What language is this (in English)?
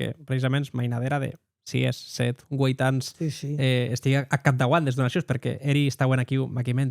Occitan